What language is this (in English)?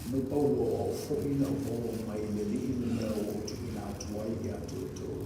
Samoan